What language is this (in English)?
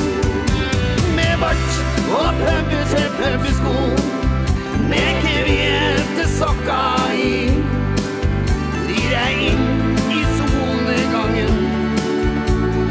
Norwegian